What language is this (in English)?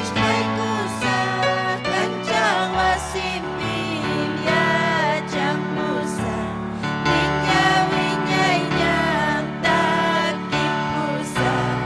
Ayacucho Quechua